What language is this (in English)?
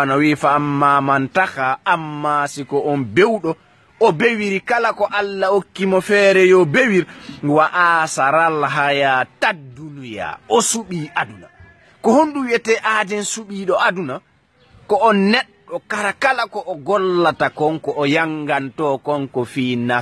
Fula